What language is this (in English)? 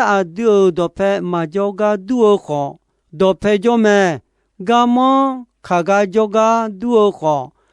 Akha